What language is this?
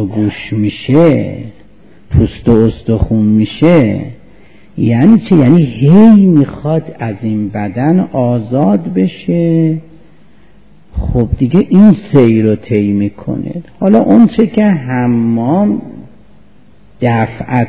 Persian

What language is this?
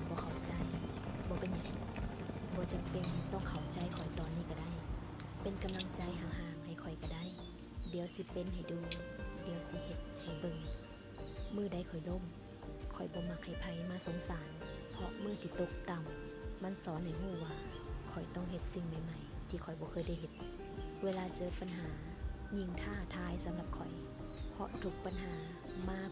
Lao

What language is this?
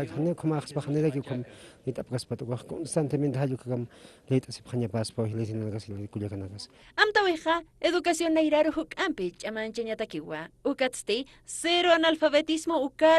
Aymara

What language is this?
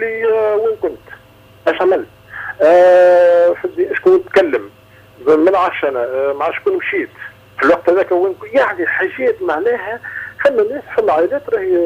Tunisian Arabic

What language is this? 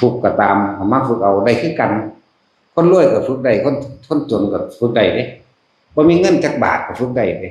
Northeastern Thai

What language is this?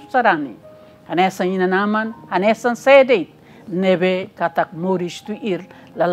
Tetum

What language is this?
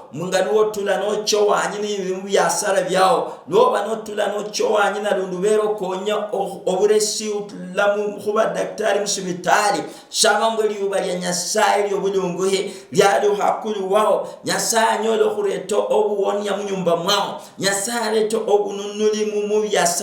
Luyia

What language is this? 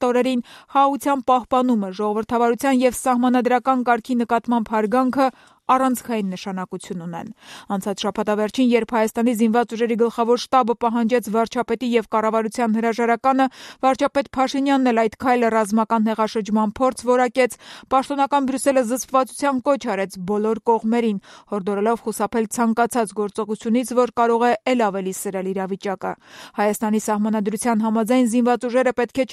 Armenian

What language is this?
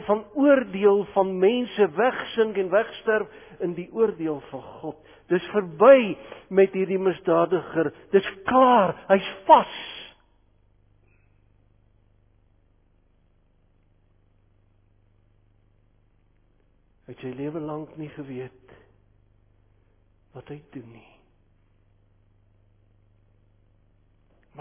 Afrikaans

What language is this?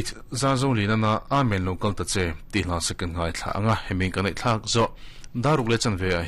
Mizo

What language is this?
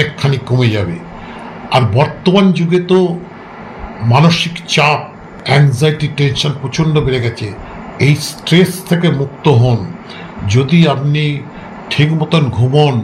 Bangla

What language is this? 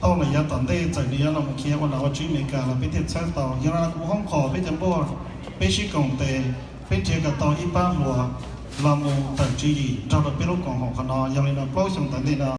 Hmong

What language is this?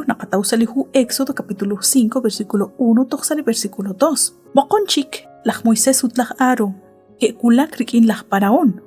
Kekchí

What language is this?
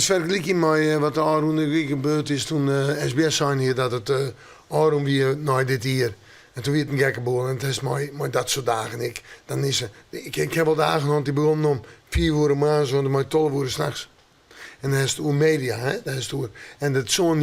Western Frisian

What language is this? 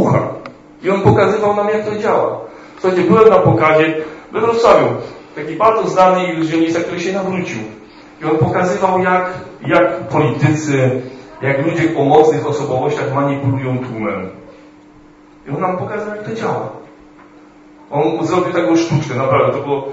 Polish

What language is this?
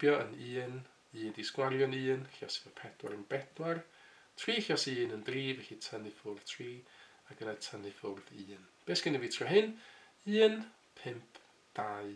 Welsh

